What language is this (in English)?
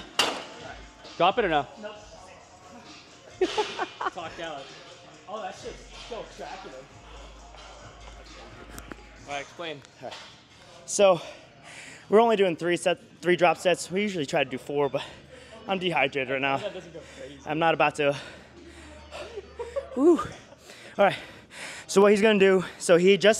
English